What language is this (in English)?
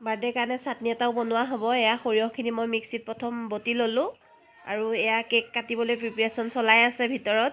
Assamese